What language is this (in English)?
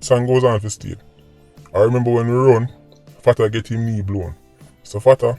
Jamaican Creole English